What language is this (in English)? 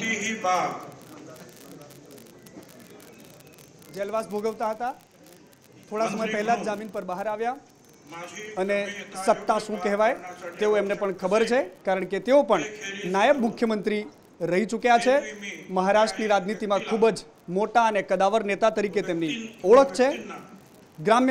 Gujarati